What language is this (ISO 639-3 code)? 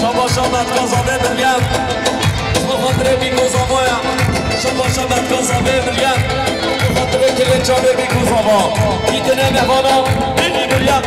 kur